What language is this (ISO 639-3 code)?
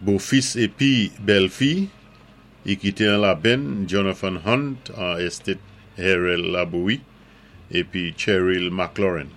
acf